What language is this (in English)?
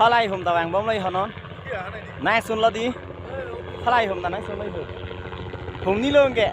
Karbi